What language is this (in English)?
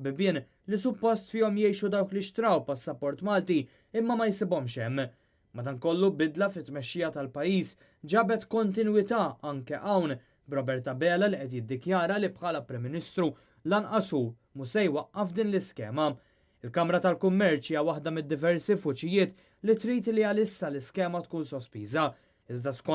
Maltese